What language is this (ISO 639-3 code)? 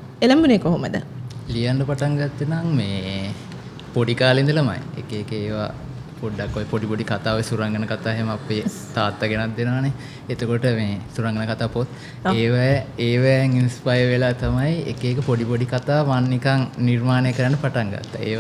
sin